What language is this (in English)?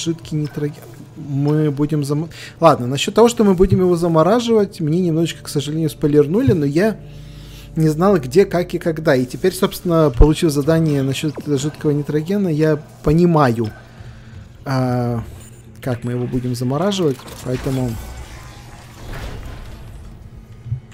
Russian